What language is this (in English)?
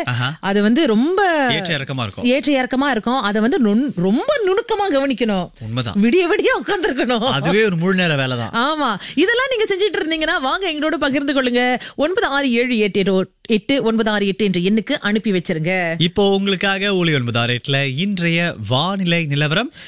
Tamil